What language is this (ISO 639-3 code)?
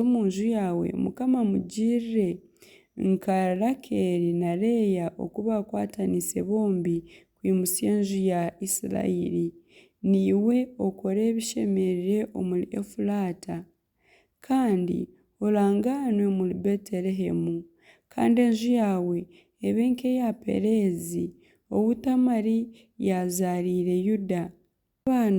nyn